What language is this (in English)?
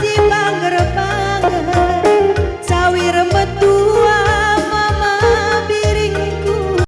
Batak Karo